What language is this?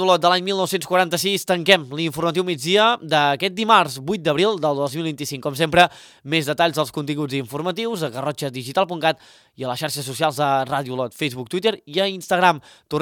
Catalan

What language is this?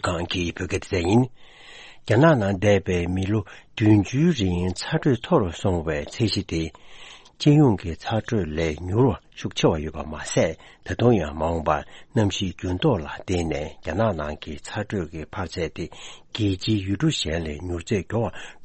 Tibetan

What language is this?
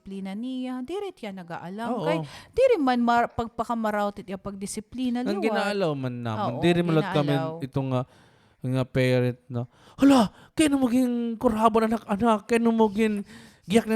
Waray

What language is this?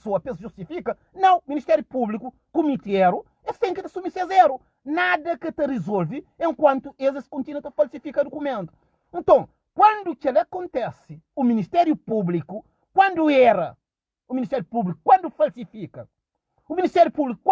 Kabuverdianu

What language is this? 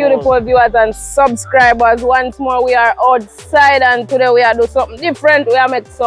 Jamaican Creole English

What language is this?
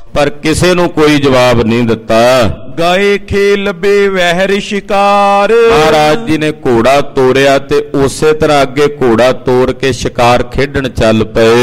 Punjabi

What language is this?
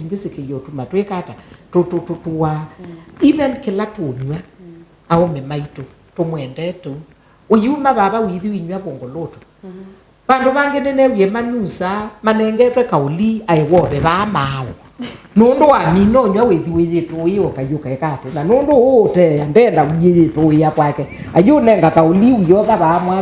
Kamba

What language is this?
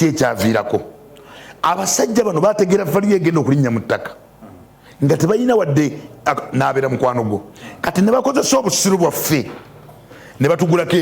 Ganda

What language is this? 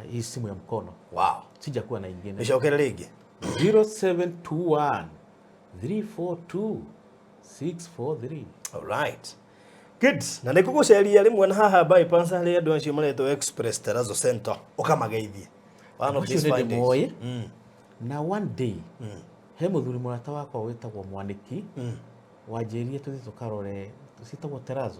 Kikuyu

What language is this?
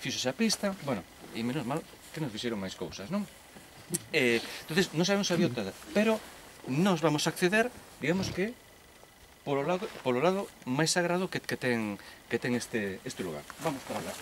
Galician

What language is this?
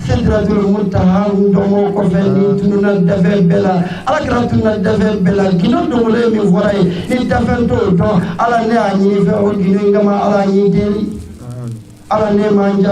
Bambara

